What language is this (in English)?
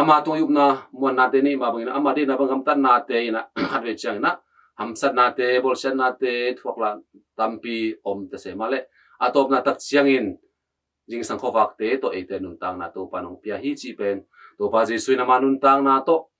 Tedim Chin